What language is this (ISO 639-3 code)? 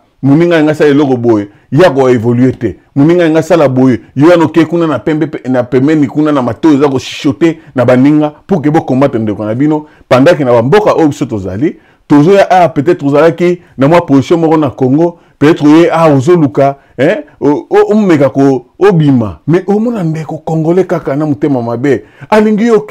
lin